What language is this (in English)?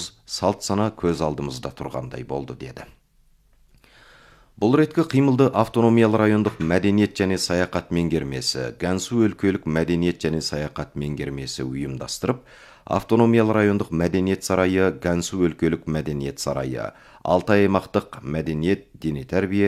Kazakh